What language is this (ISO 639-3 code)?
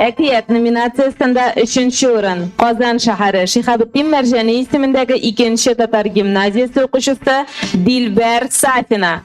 tat